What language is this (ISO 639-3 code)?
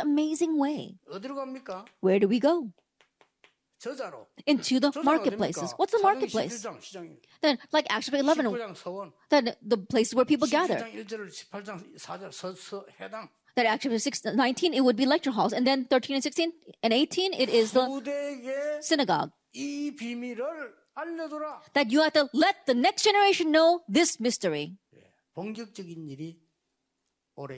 kor